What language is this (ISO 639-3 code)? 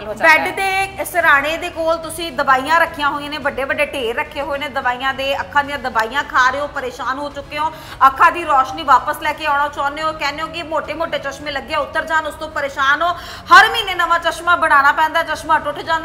pan